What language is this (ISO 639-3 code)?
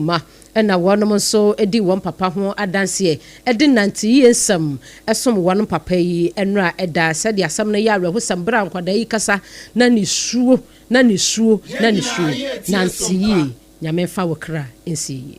aka